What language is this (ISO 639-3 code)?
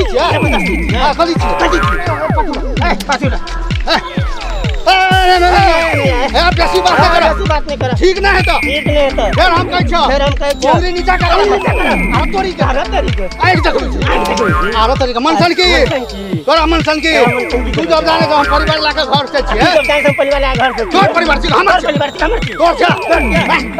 mai